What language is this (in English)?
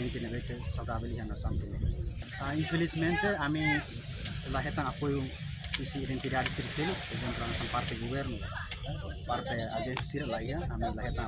Tetum